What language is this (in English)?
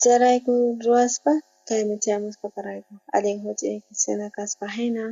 South Bolivian Quechua